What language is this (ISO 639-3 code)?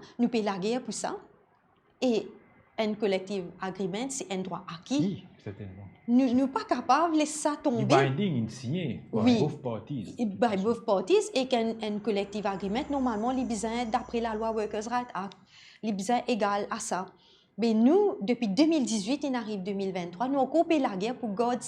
mfe